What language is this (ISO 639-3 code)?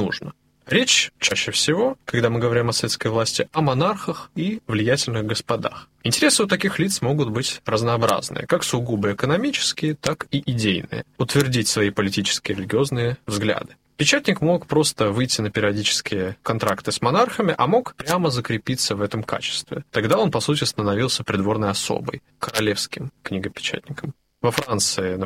rus